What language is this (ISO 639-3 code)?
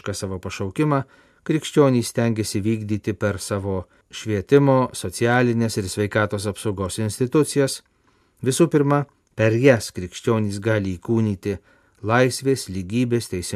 lit